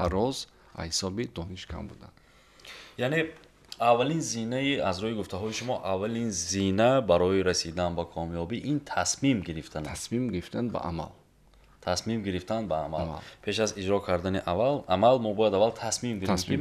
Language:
Tajik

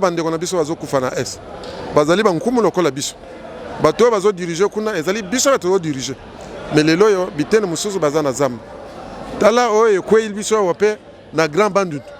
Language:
Lingala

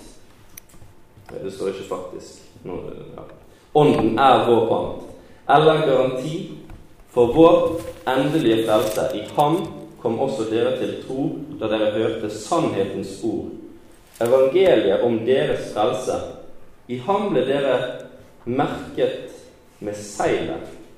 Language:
Norwegian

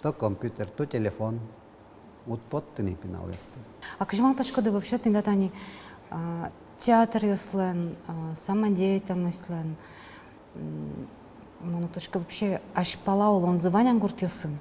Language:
Udmurt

